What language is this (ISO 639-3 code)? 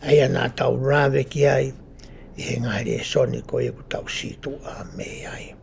ton